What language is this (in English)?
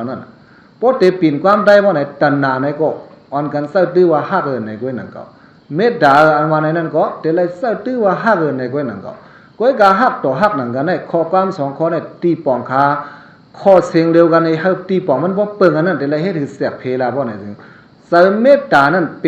Shan